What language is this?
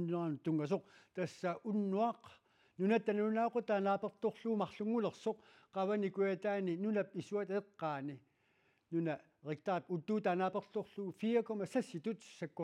Kalaallisut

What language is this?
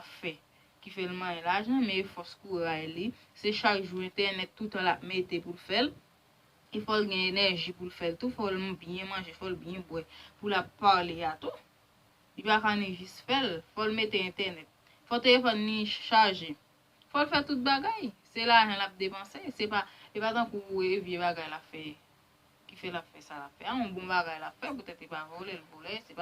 Haitian Creole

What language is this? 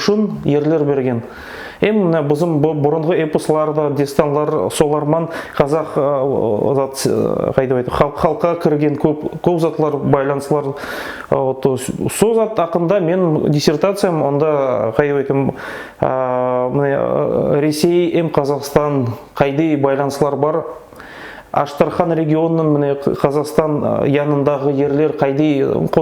Nogai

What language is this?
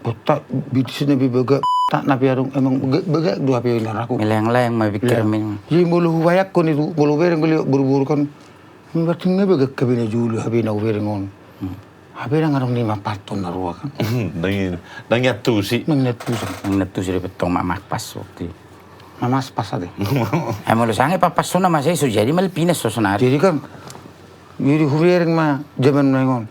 Batak Toba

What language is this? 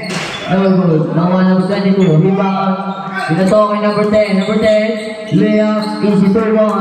Filipino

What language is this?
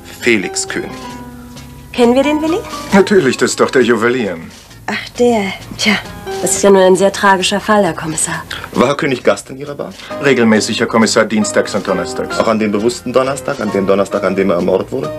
German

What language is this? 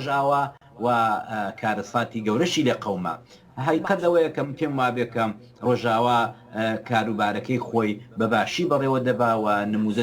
Central Kurdish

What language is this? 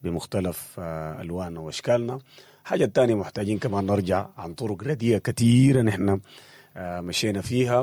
Sudanese Arabic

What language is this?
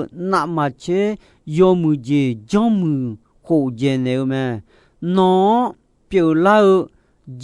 Akha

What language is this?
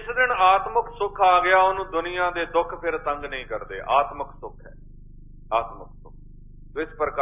Punjabi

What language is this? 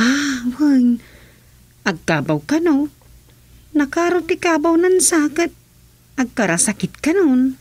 Iloko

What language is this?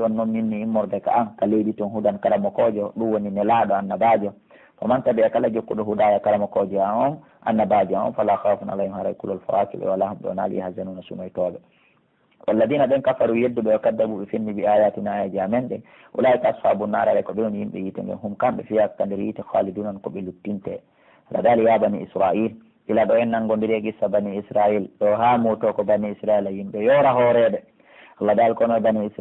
Pular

